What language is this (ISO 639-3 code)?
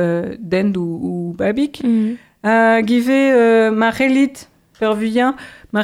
bre